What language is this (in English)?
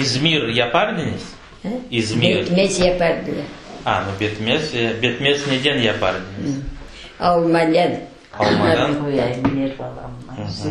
Crimean Tatar